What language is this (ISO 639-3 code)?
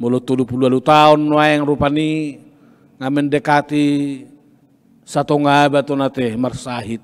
bbc